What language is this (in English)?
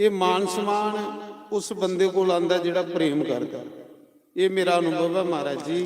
Dogri